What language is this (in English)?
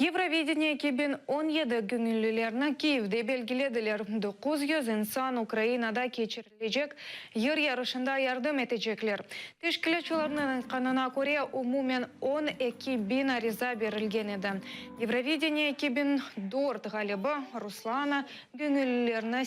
Crimean Tatar